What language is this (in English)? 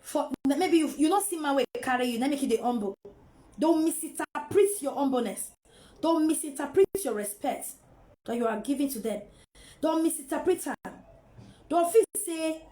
Nigerian Pidgin